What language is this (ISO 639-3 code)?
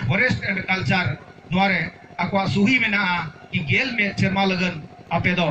sat